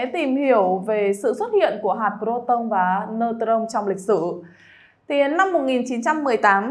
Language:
Vietnamese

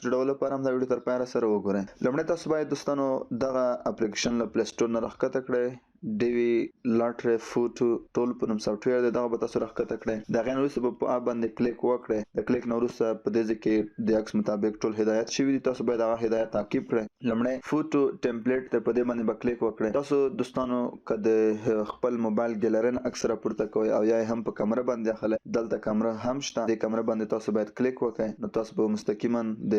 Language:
Pashto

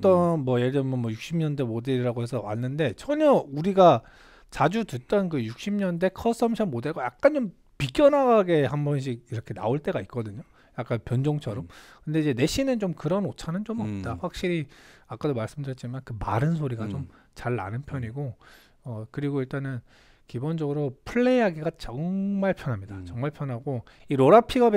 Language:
Korean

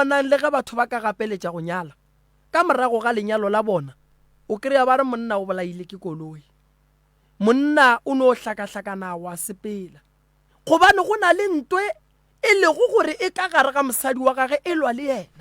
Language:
Northern Sotho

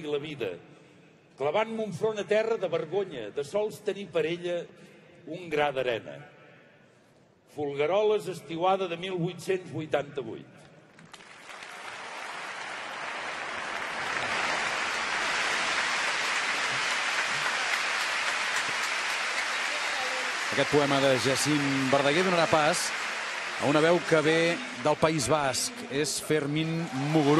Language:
Catalan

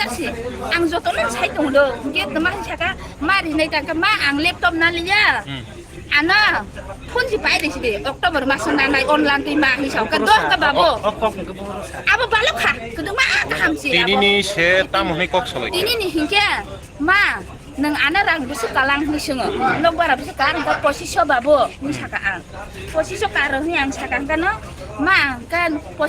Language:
Kok Borok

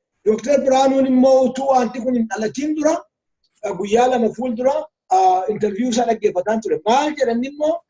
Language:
Oromo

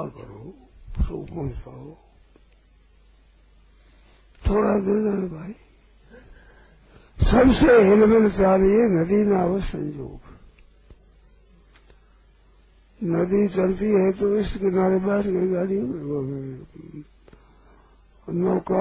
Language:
Hindi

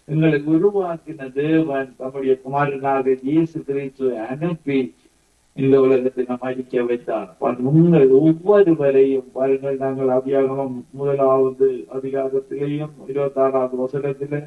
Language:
Tamil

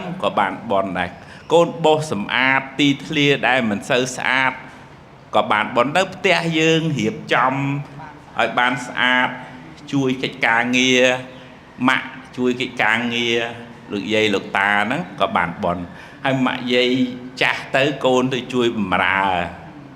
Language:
Khmer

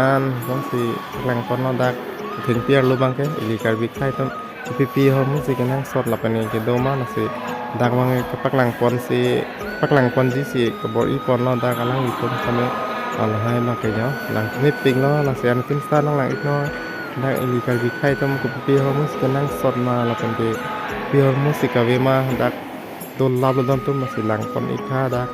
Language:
Karbi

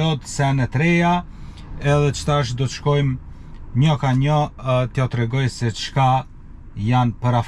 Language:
Albanian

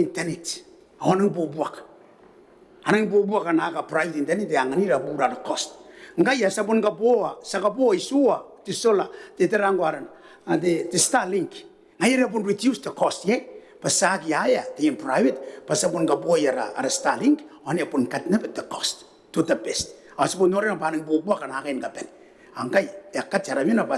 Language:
Gilbertese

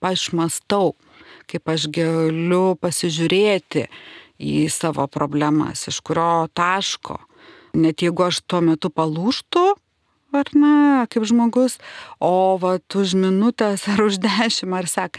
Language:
Lithuanian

